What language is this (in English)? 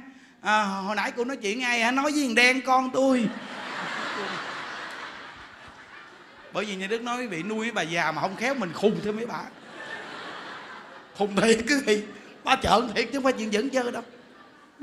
Vietnamese